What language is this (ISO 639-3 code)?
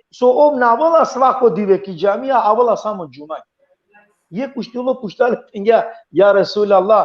rmn